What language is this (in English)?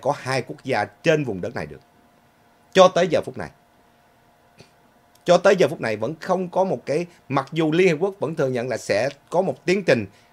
Vietnamese